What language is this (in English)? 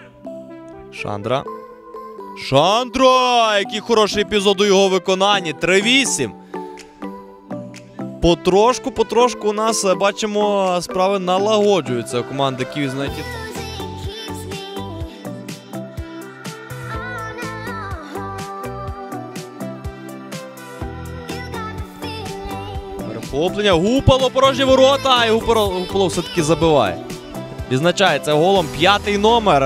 Ukrainian